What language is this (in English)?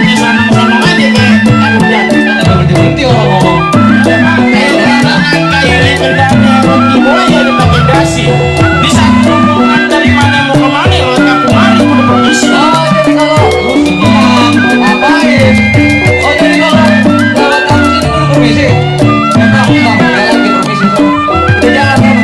Betawi